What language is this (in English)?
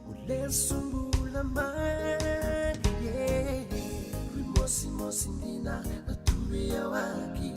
Fijian